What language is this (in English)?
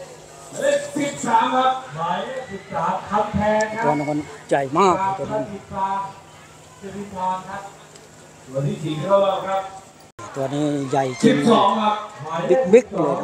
Thai